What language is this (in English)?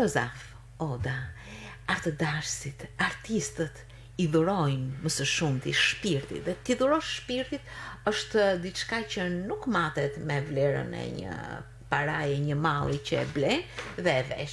Albanian